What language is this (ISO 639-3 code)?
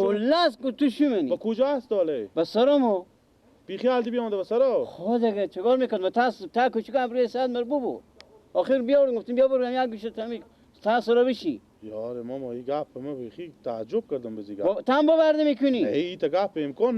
fas